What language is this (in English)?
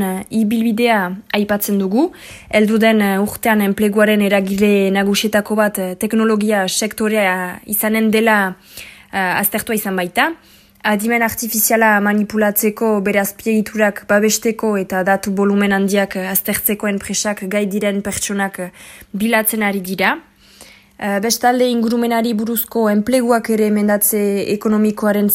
Basque